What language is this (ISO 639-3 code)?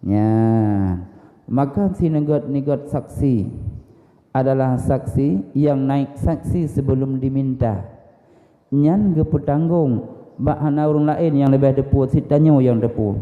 ace